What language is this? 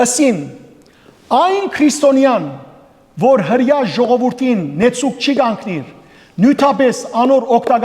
Western Armenian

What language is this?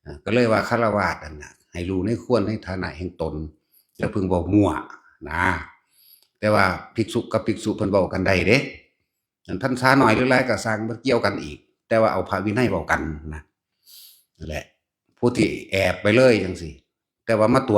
Northeastern Thai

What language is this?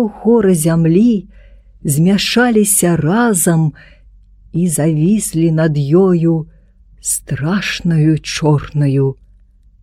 Belarusian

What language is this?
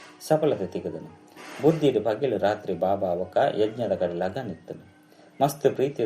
Tulu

